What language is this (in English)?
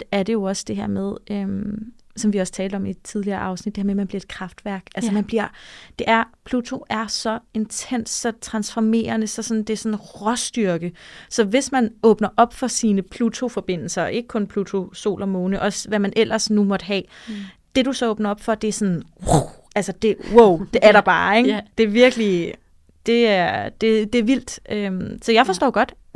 Danish